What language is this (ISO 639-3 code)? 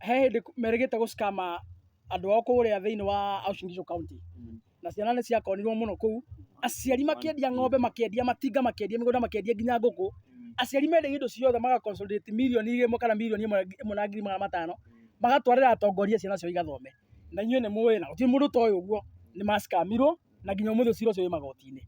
kik